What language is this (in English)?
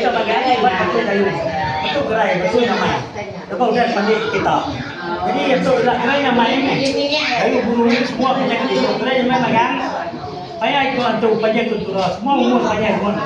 Iban